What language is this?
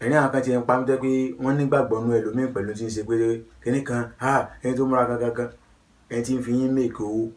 Yoruba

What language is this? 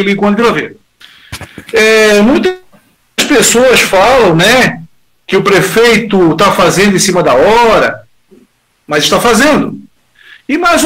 Portuguese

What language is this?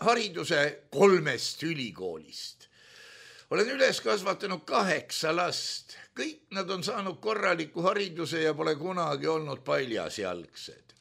Estonian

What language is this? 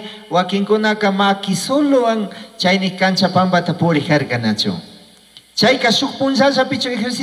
Chimborazo Highland Quichua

